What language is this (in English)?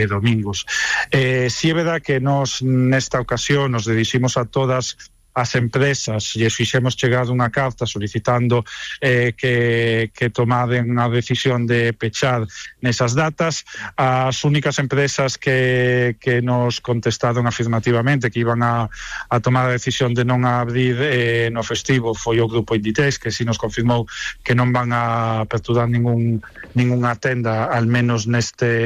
Galician